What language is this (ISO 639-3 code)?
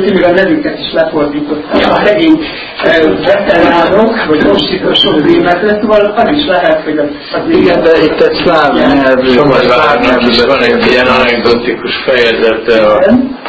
hun